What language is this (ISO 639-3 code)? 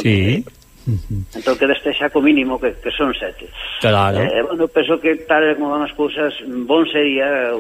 glg